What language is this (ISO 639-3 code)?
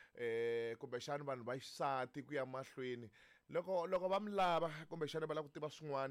tso